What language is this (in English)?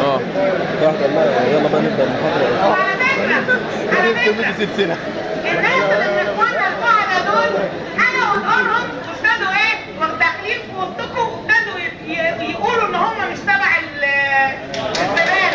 Egyptian Arabic